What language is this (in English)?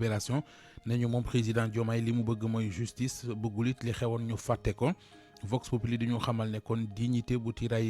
Wolof